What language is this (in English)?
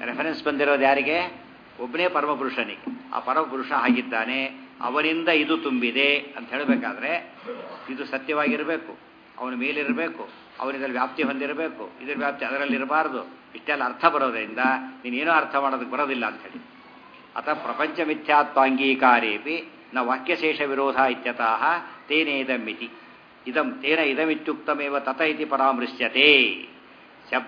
Kannada